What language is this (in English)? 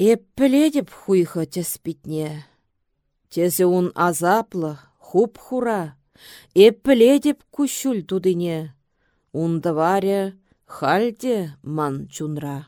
Chuvash